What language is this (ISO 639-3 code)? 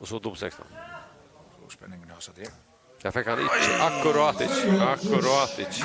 fao